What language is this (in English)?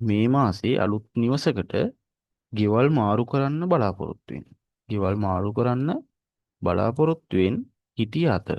Sinhala